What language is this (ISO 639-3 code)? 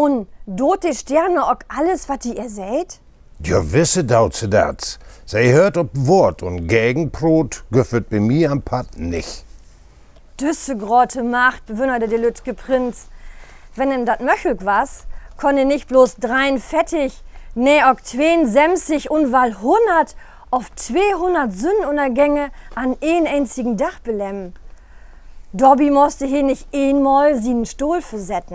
nds